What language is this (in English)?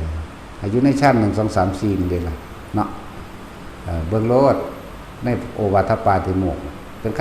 Northeastern Thai